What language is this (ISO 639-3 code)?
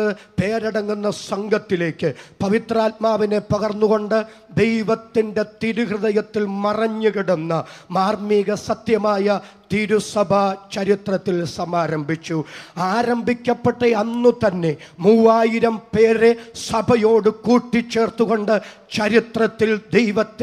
mal